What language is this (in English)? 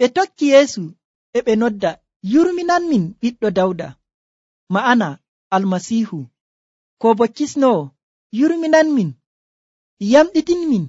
Nigerian Fulfulde